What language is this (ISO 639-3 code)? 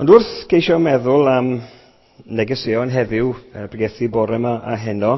cym